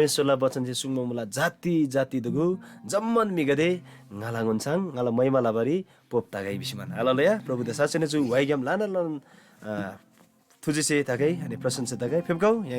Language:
Eastern Tamang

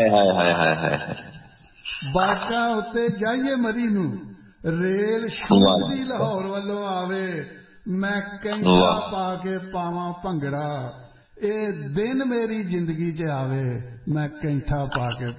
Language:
Punjabi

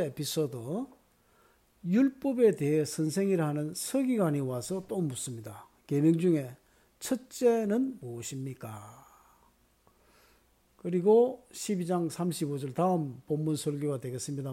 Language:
Korean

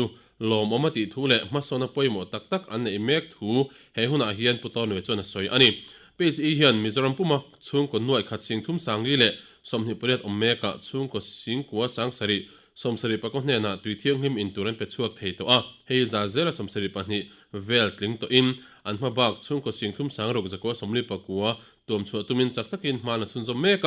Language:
Mizo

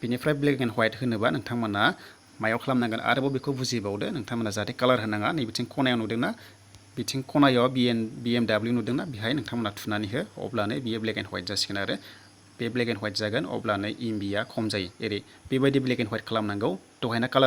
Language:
Bodo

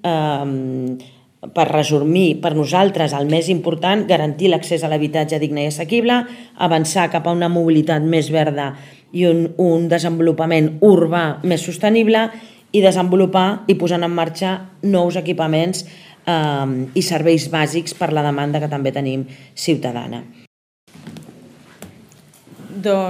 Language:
Catalan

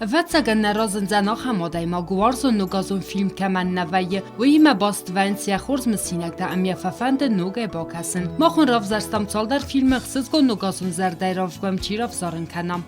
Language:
Ossetic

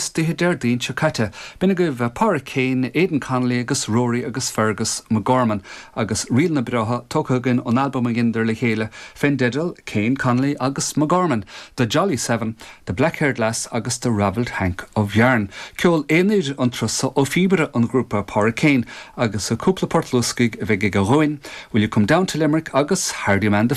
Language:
Irish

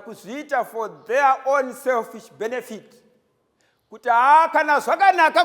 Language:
Shona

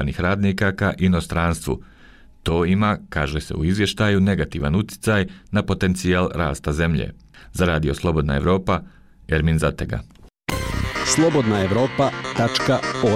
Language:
Bosnian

